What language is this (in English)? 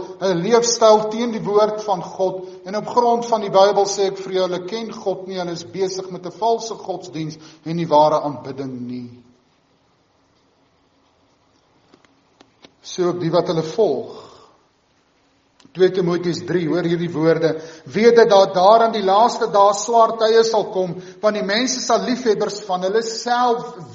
Afrikaans